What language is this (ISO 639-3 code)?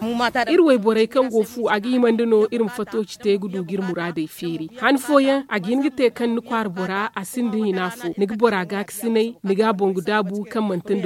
dje